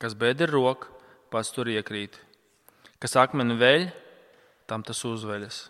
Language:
Latvian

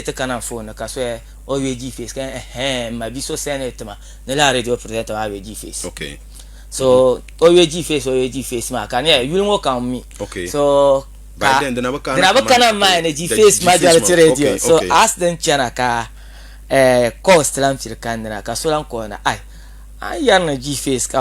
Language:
Dagbani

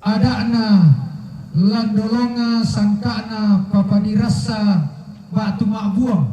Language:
Toraja-Sa'dan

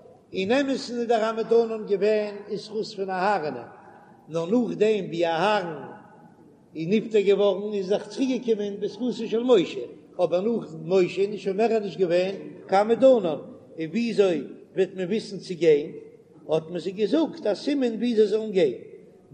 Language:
Yiddish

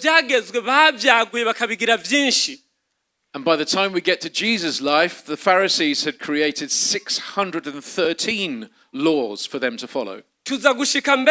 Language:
Rundi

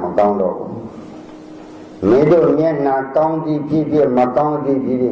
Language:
Burmese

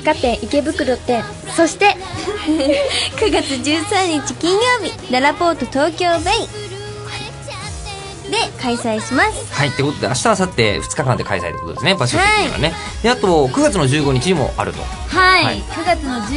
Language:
Japanese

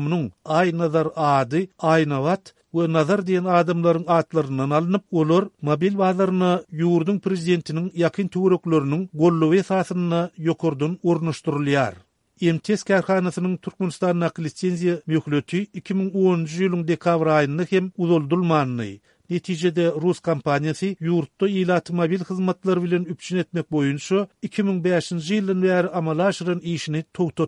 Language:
Turkmen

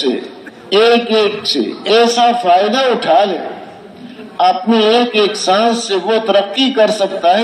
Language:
Urdu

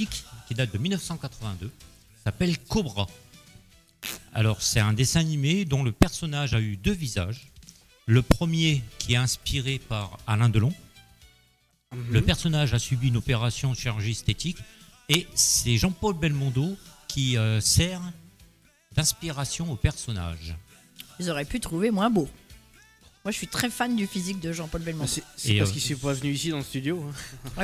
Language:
French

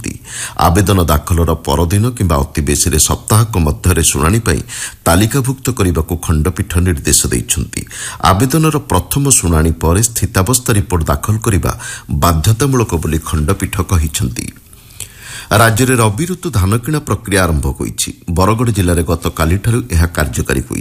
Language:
Odia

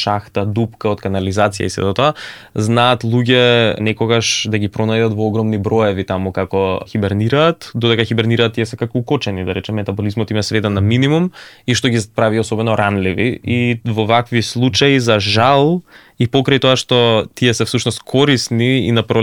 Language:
Macedonian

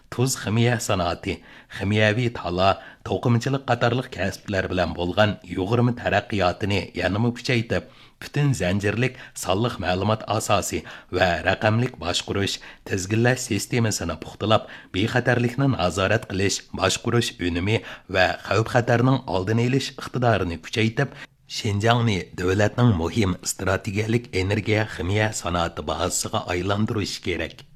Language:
Uyghur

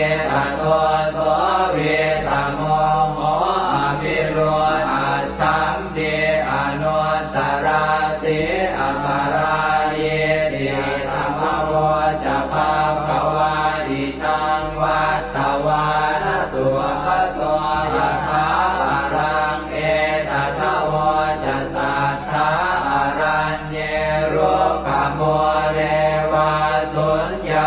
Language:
Pali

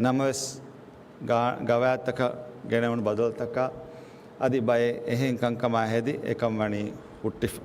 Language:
Divehi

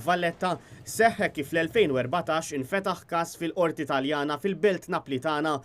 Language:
Maltese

